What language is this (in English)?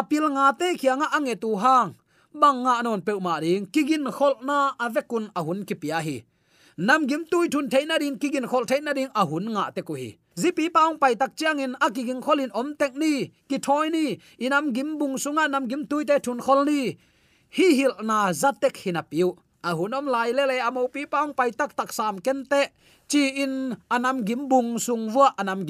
Tedim Chin